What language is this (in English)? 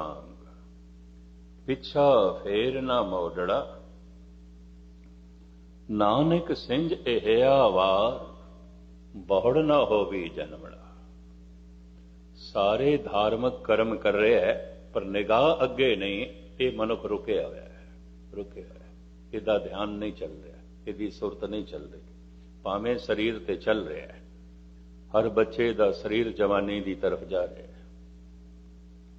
Punjabi